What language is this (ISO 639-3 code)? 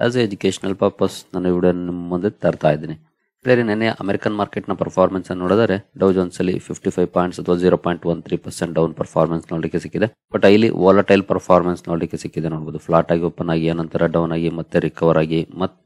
kan